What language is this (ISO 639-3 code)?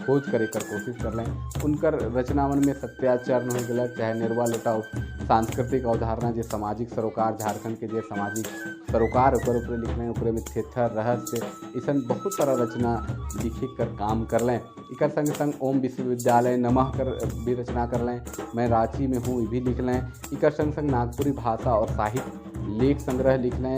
sck